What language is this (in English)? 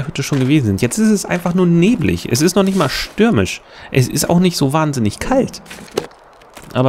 German